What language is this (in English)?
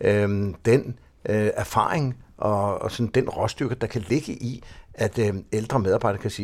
Danish